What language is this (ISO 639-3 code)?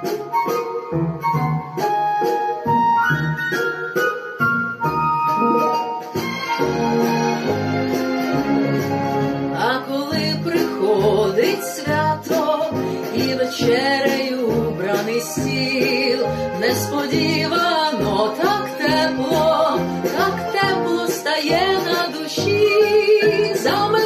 ukr